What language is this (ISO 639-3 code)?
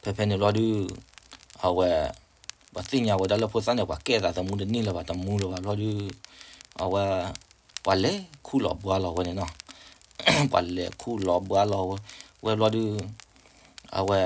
ksw